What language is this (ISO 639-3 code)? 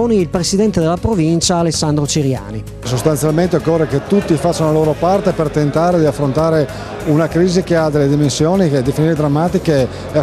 ita